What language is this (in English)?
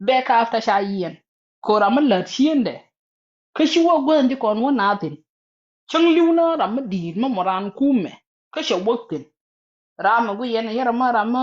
Nuer